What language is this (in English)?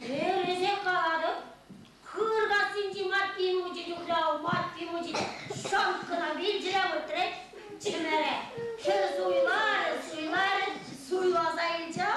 Chuvash